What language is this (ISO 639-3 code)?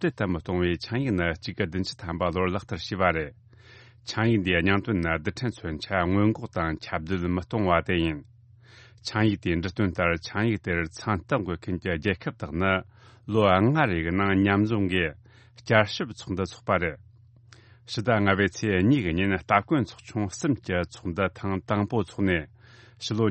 bod